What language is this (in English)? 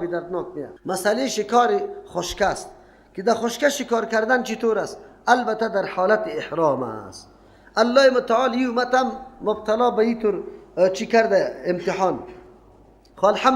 Persian